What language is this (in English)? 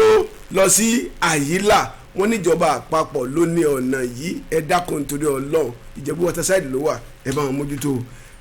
Yoruba